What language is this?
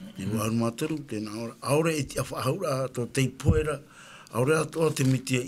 Tahitian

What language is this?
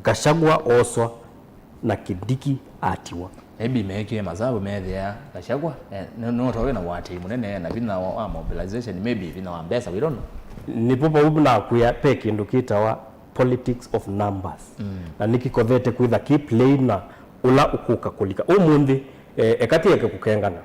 Kamba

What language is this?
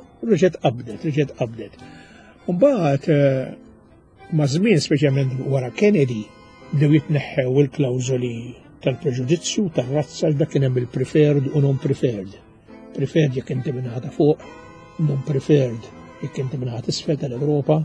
Maltese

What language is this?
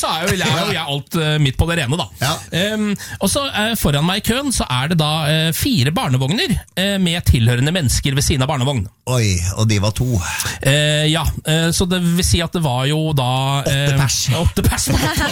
Norwegian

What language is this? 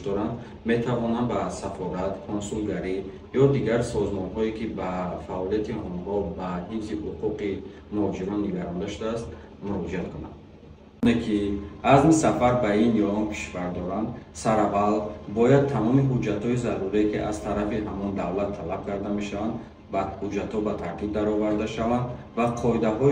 Tajik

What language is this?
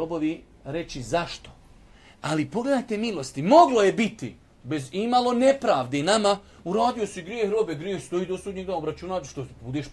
Bosnian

